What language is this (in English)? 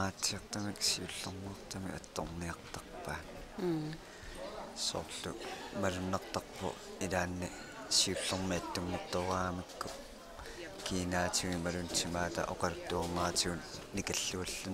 Kalaallisut